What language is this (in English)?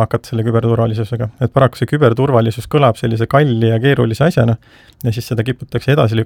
Estonian